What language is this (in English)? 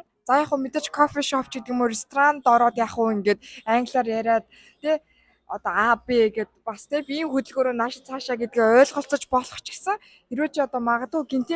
Mongolian